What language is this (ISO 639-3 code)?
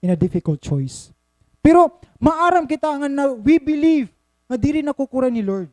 war